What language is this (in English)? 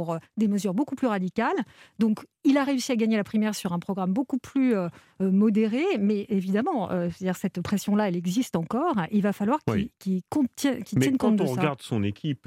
French